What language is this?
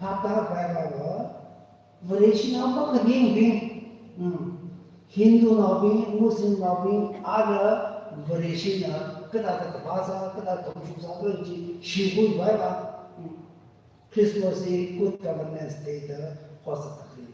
Tangkhul Naga (India)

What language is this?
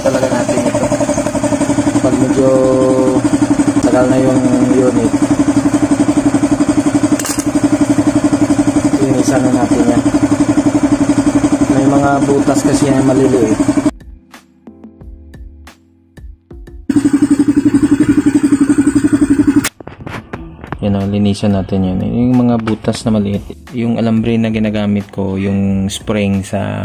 Filipino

